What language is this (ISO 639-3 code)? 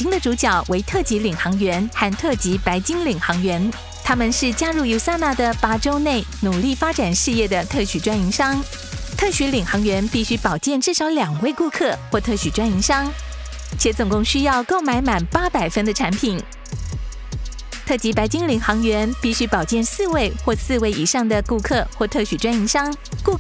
zho